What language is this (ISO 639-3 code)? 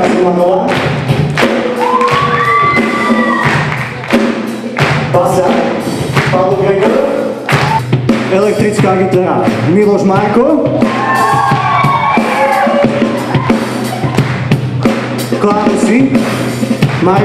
slk